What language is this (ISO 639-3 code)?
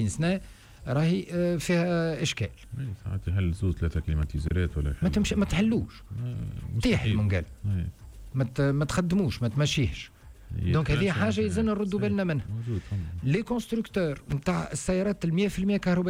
aeb